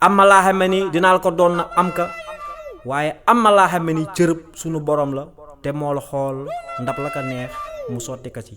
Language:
Wolof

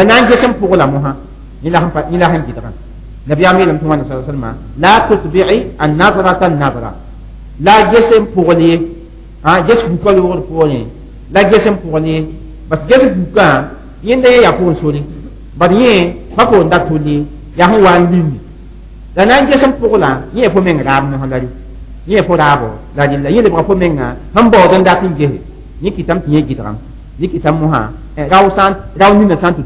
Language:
Mossi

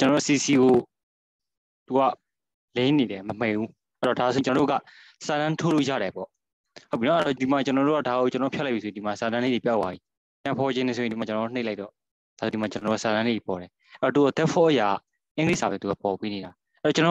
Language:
Burmese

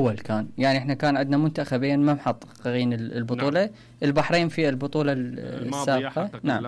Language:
Mesopotamian Arabic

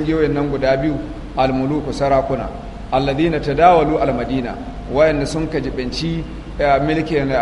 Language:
Hausa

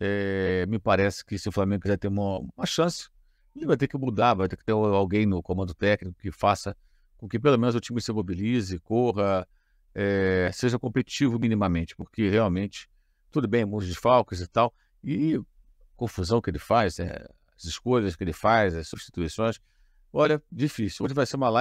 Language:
Portuguese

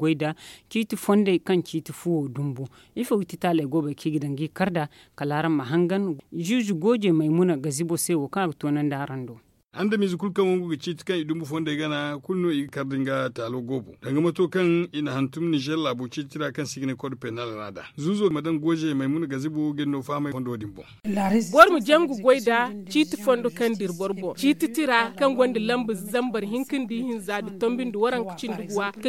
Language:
Zarma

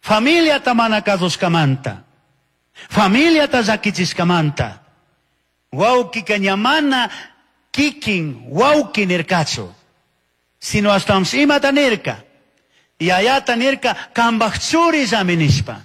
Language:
Chimborazo Highland Quichua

